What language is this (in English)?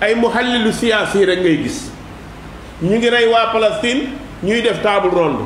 Wolof